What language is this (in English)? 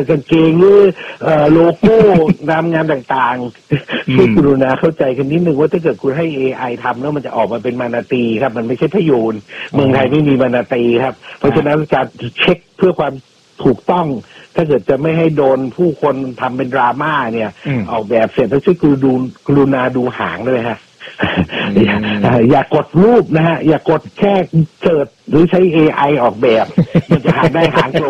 Thai